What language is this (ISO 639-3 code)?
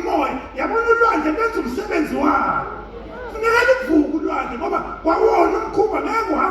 zul